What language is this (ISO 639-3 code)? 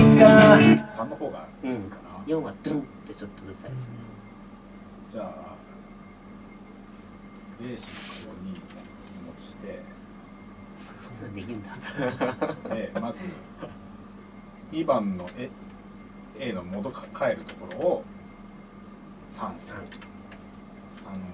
jpn